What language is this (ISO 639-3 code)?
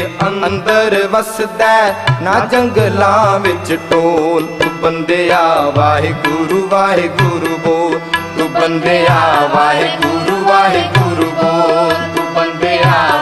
pan